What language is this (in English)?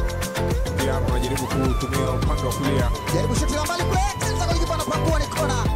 Swahili